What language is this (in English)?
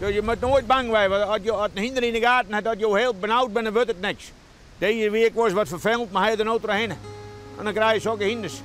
Western Frisian